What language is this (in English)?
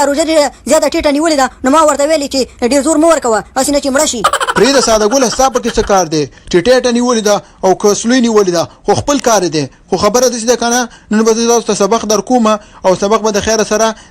Pashto